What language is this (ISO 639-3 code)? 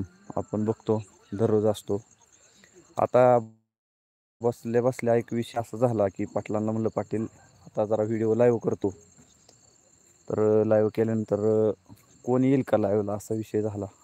mar